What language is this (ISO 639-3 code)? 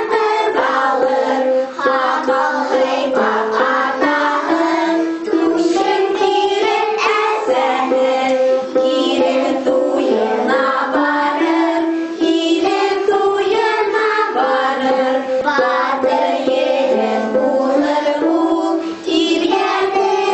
bak